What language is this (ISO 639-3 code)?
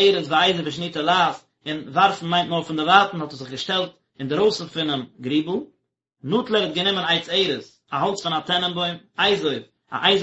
yid